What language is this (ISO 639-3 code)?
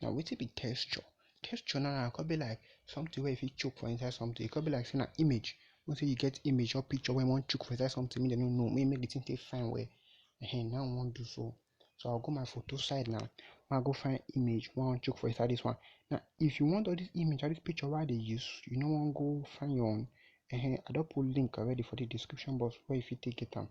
pcm